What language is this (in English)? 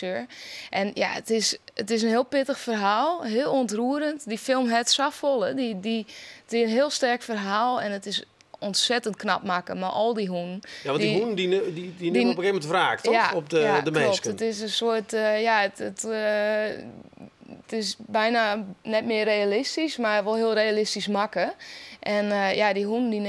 Western Frisian